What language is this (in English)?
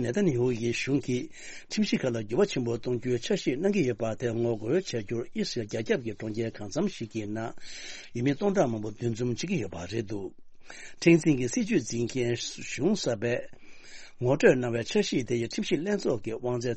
Tibetan